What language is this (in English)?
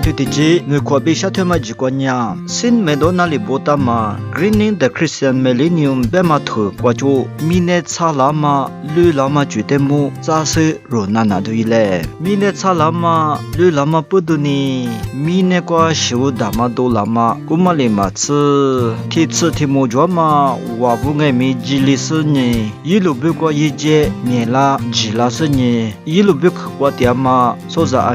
Lisu